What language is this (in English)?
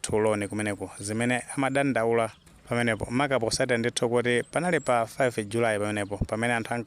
Nyanja